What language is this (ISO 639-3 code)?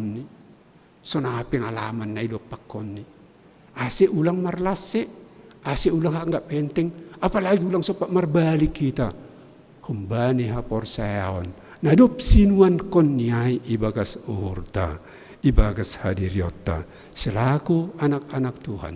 bts